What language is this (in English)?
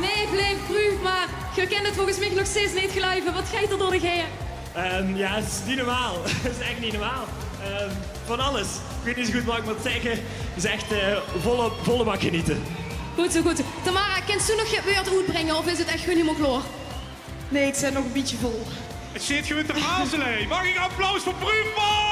Limburgish